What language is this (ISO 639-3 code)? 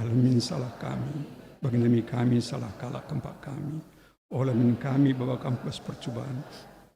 btx